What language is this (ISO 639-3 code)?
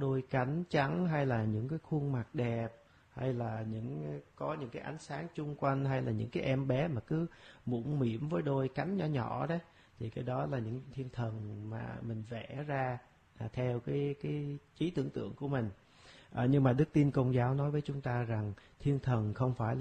vie